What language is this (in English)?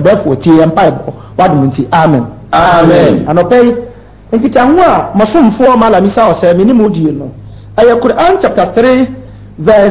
Akan